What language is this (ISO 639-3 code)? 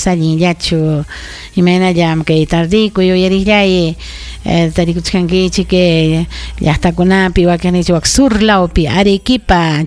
quy